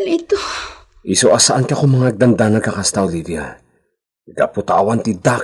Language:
Iloko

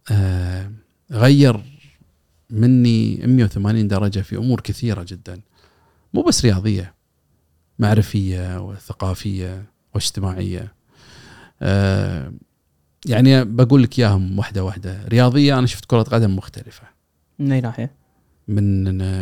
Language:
Gulf Arabic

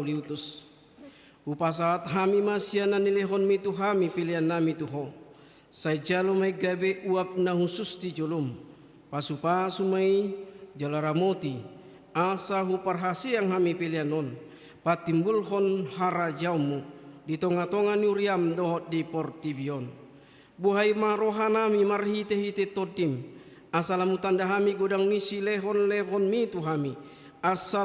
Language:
Batak Toba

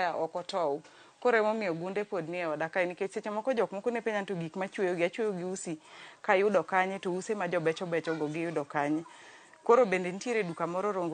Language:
Luo (Kenya and Tanzania)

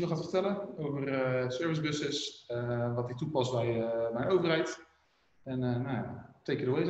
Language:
Dutch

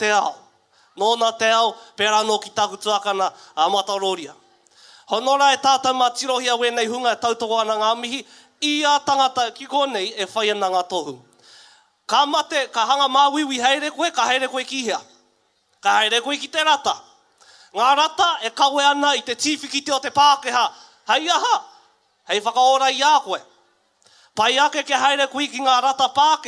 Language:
Māori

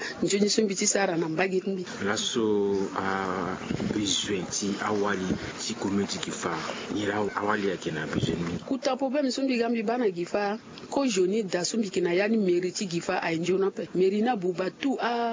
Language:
Sango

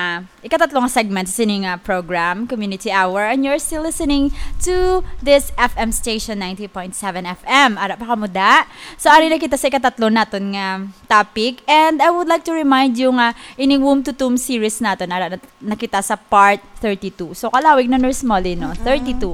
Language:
Hiligaynon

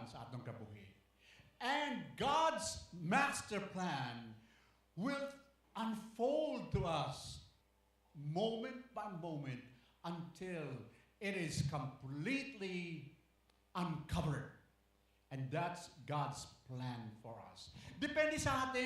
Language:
Hiligaynon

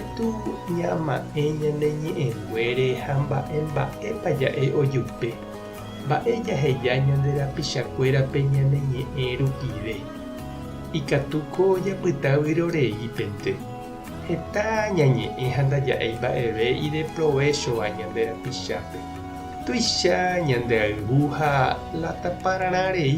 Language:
Guarani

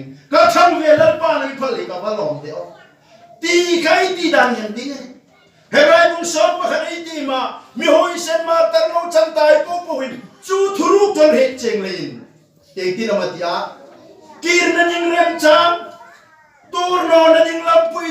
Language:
Hmar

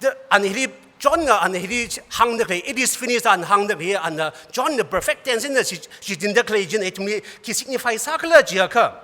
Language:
Tangkhul Naga (India)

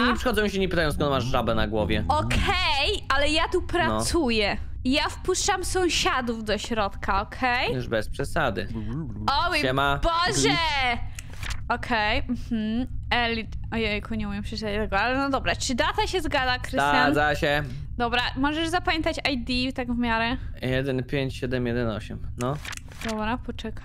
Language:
Polish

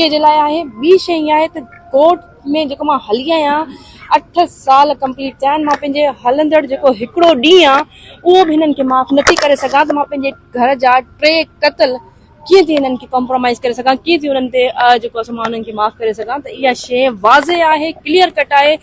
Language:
Sindhi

